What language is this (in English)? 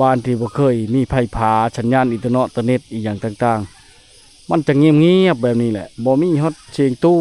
Lao